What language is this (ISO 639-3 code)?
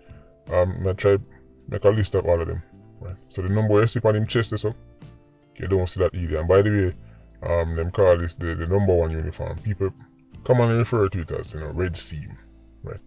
jam